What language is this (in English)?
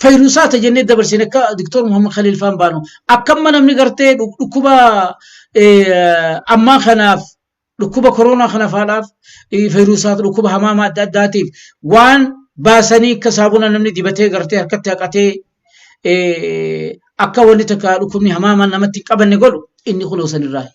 Oromo